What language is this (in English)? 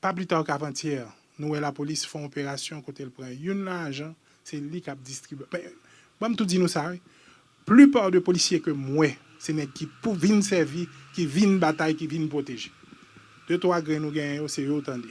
Haitian Creole